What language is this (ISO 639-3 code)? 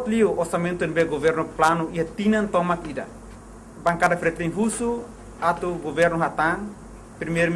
tet